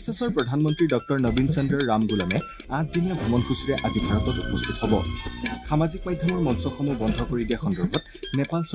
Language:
Assamese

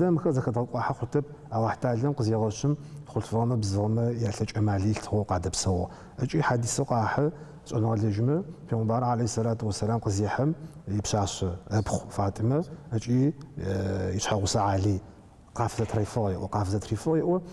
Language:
Adyghe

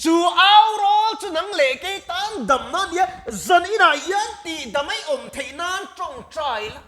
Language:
Mizo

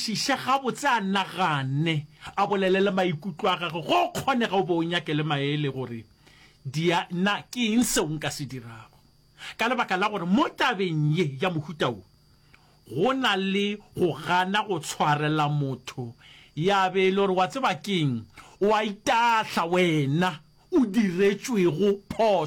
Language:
Northern Sotho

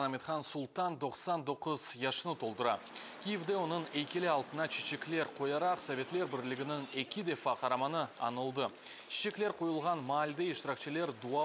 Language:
Crimean Tatar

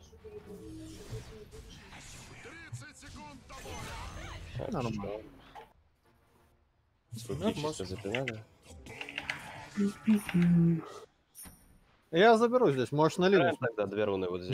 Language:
Russian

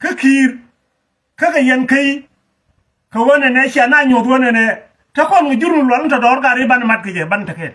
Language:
Nuer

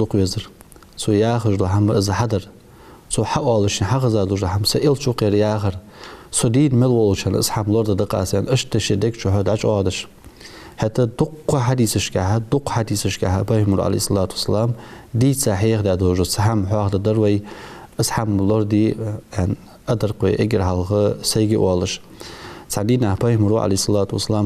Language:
Ingush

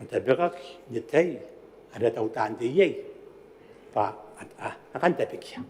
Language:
Gilbertese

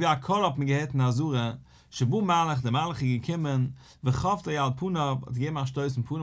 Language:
Yiddish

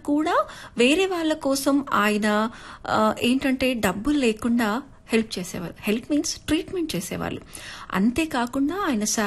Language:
Telugu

